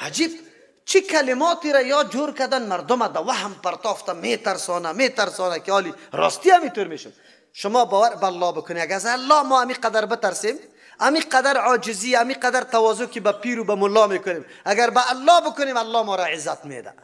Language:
Persian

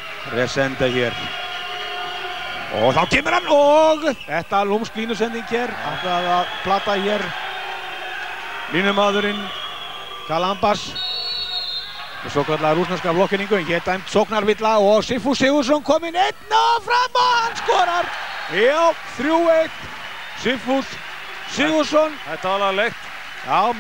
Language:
Icelandic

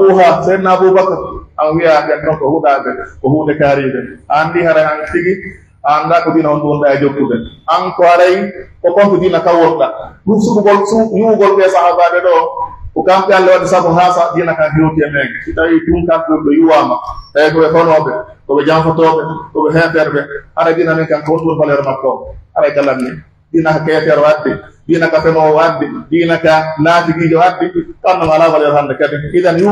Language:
Pular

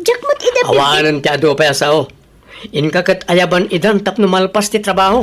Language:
Iloko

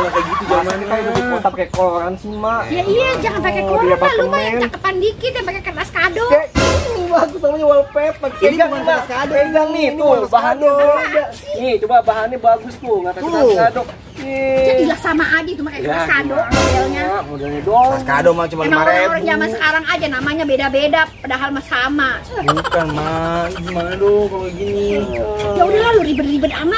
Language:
Betawi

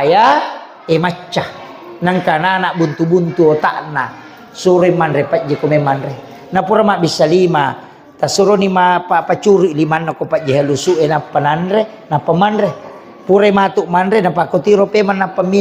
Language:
Buginese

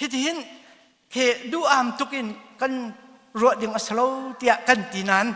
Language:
Hakha Chin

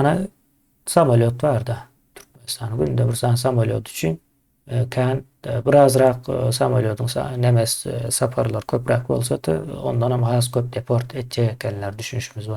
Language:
Turkmen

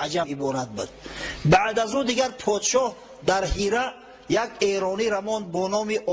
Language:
Tajik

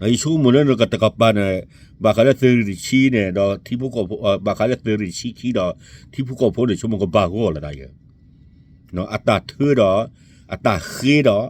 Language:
S'gaw Karen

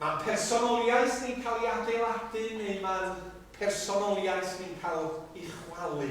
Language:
Welsh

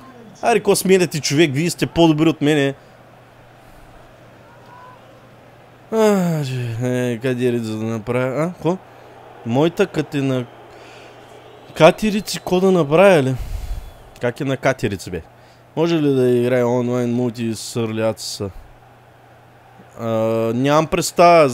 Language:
Bulgarian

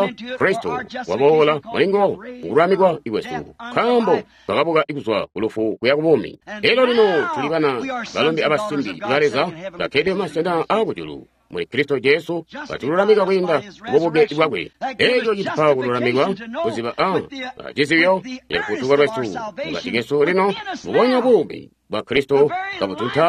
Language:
Tonga (Zambia)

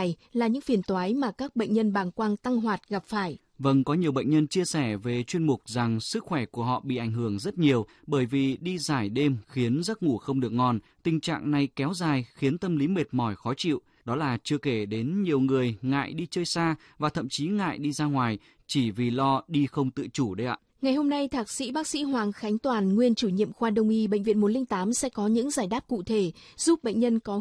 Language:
Vietnamese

